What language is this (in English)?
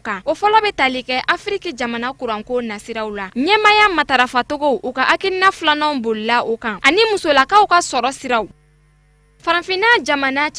Bambara